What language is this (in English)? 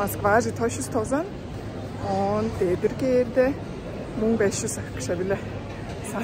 Tuvinian